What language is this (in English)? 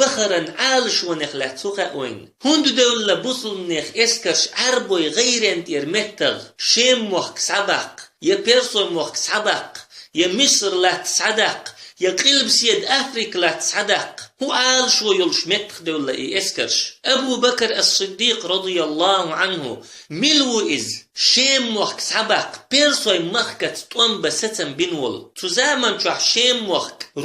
Chechen